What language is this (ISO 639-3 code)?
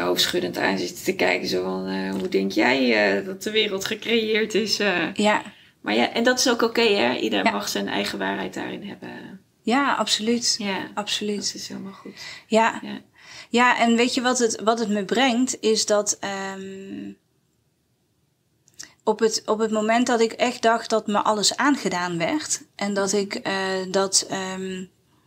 nld